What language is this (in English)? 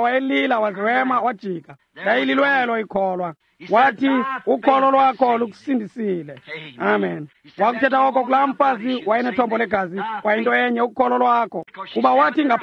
Xhosa